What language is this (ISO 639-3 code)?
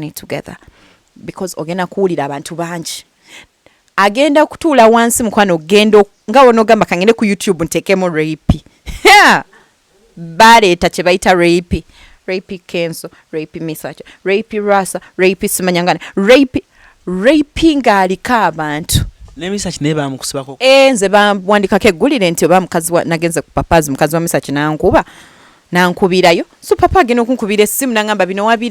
lug